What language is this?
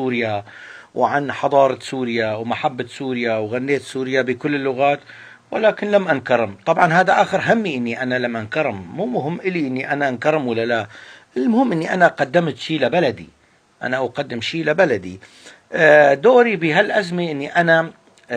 North Levantine Arabic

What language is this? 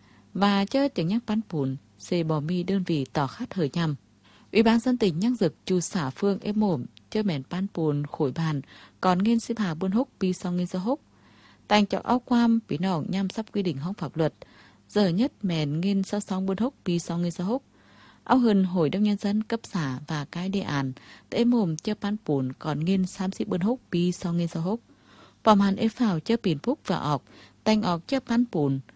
Vietnamese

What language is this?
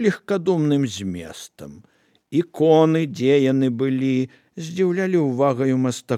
Belarusian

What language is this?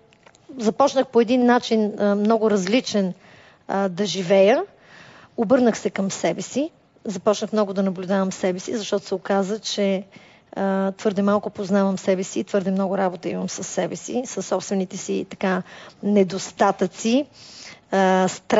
Bulgarian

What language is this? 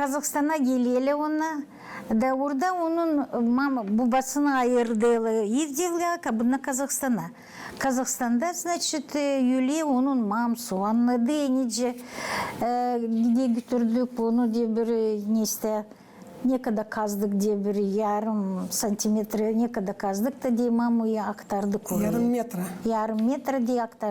Gagauz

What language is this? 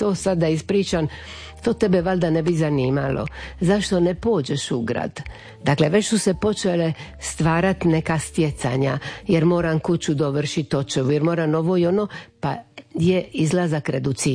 Croatian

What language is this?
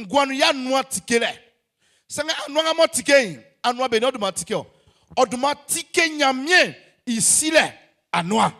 Baoulé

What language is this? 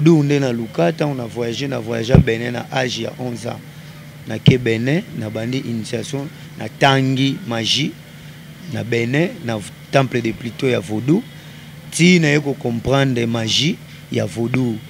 Lingala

